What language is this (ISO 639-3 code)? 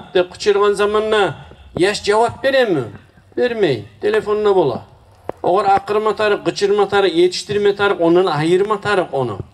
kum